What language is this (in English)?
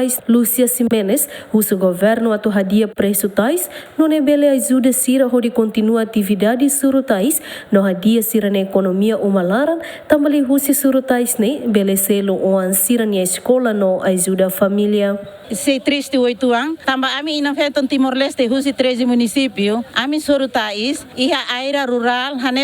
Tetum